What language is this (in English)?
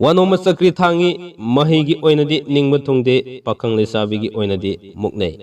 Manipuri